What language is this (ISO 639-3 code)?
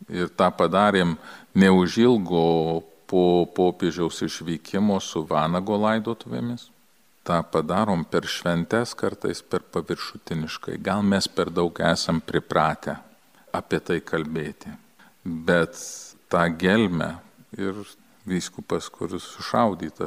lit